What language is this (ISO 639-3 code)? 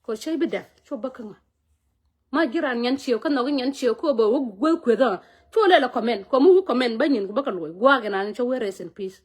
nus